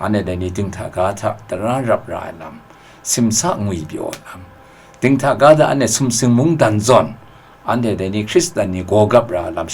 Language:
Kachin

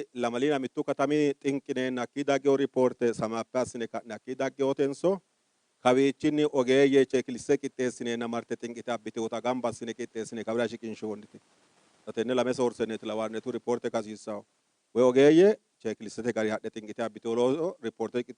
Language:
Sidamo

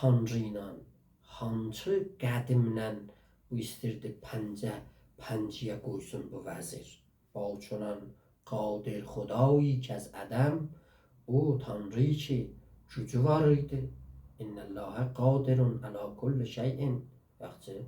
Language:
South Azerbaijani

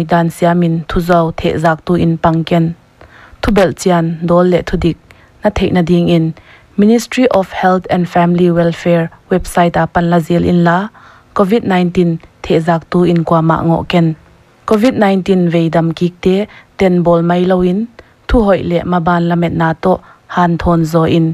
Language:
Paite Chin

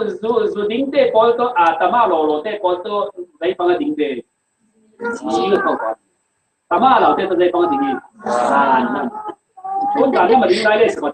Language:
Falam Chin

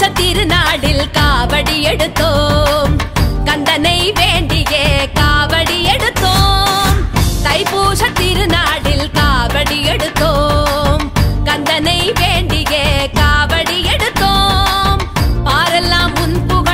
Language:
Tamil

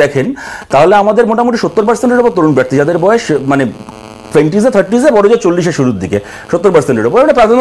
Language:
Bangla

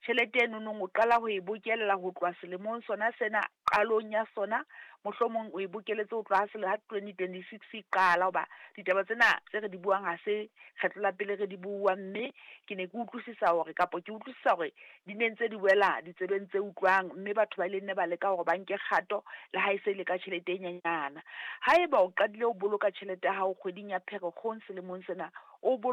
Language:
Southern Sotho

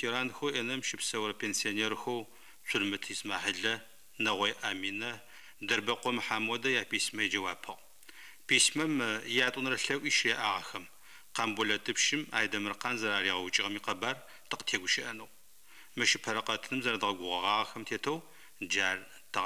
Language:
Adyghe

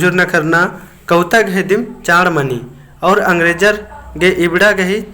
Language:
Kurukh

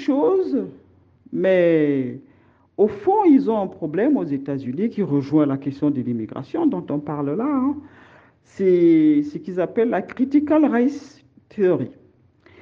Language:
French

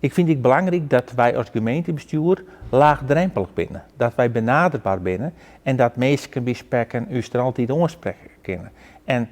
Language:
Western Frisian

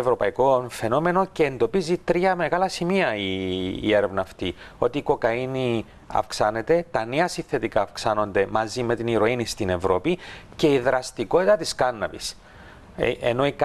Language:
Greek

